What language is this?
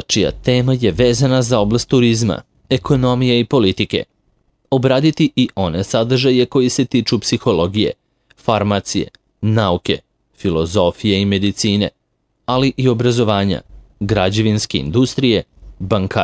Serbian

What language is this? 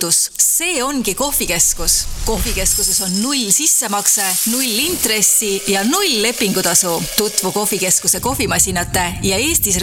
Estonian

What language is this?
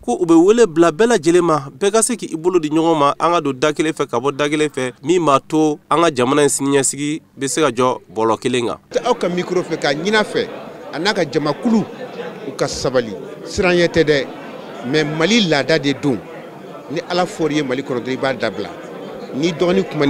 Bambara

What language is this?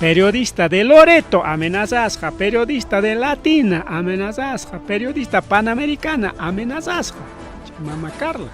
Ayacucho Quechua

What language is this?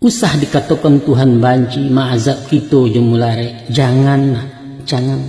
Minangkabau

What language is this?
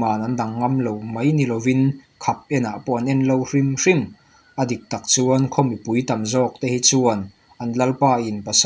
Mizo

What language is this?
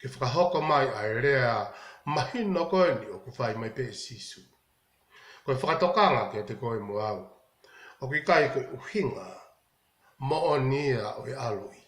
Tongan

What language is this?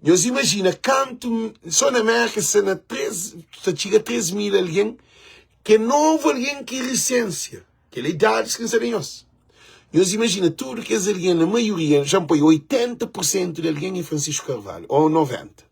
Kabuverdianu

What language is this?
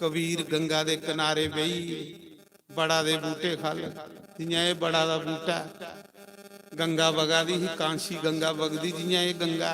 Dogri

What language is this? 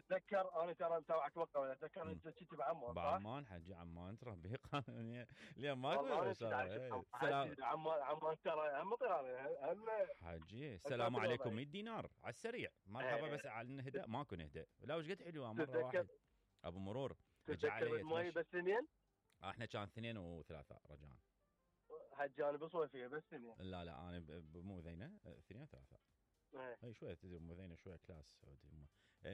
Mesopotamian Arabic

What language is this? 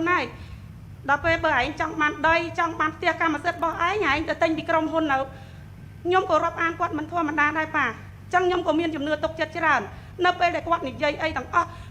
Khmer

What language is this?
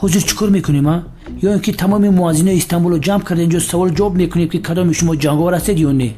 Tajik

